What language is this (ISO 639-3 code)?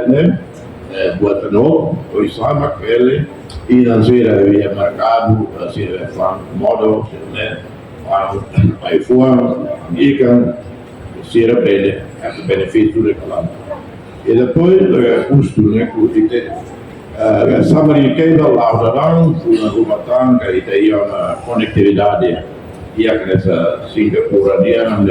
tet